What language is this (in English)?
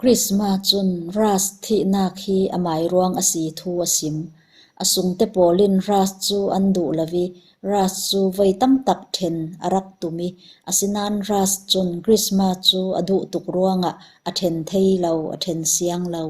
Falam Chin